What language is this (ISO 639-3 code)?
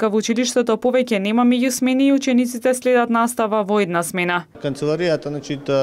mkd